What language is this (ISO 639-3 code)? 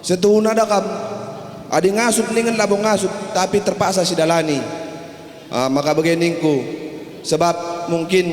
btx